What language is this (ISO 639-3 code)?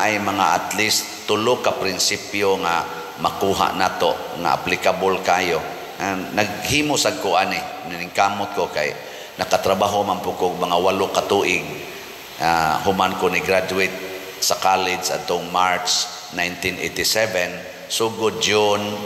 ceb